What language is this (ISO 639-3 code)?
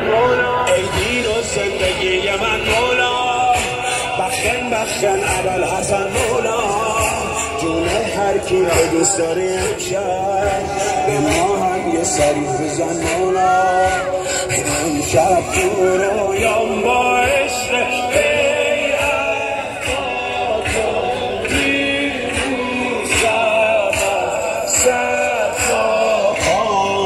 fas